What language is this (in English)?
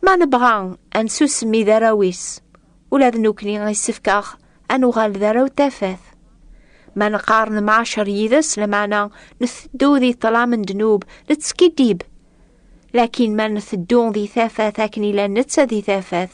Kabyle